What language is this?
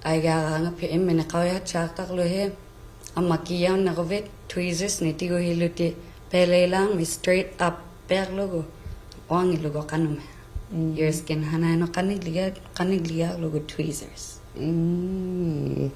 Inuktitut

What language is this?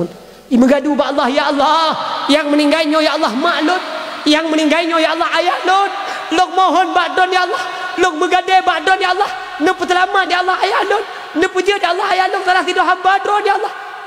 Achinese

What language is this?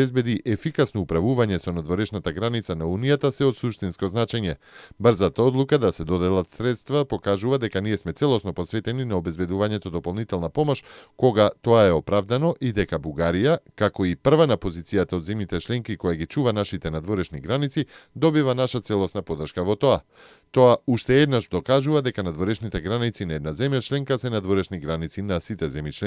Macedonian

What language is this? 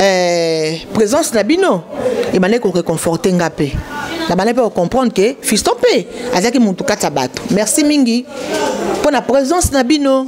Lingala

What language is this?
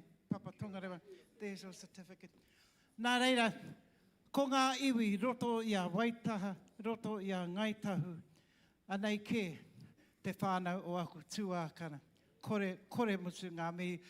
Māori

